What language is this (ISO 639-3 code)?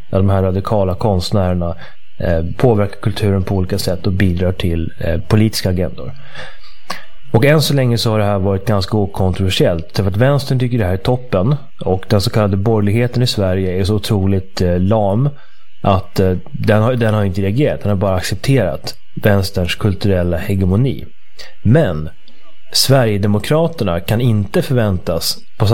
swe